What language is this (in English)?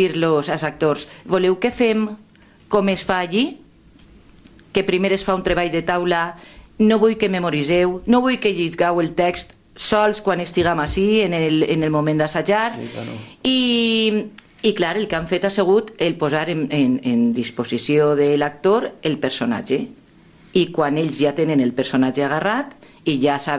Catalan